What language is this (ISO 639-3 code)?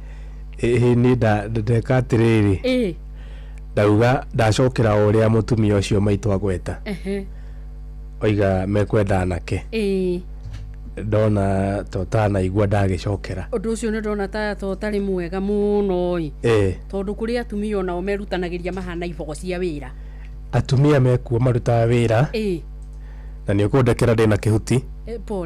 kik